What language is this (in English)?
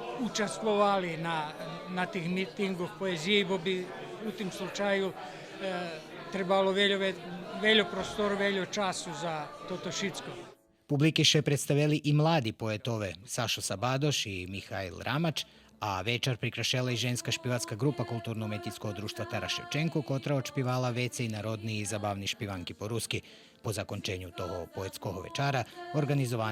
Rusyn